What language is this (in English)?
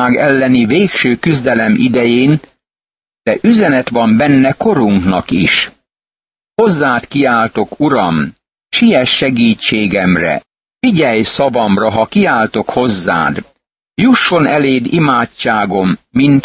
Hungarian